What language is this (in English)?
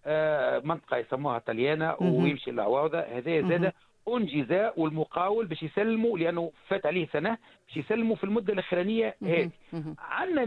Tunisian Arabic